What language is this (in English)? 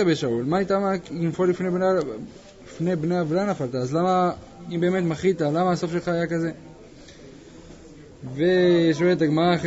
Hebrew